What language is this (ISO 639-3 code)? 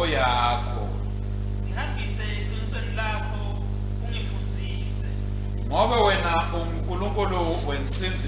ssw